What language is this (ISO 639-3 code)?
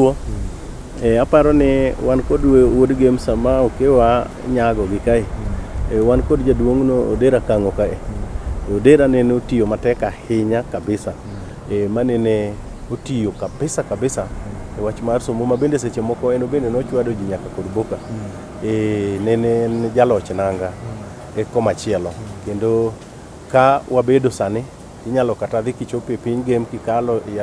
luo